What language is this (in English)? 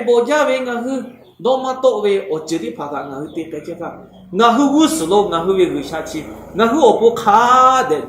Lahu